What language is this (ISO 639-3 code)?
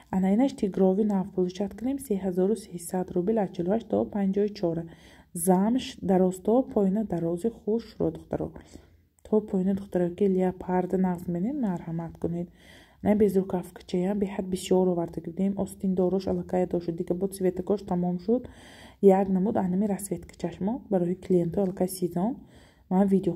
tgk